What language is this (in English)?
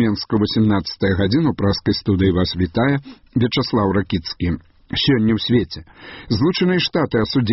Belarusian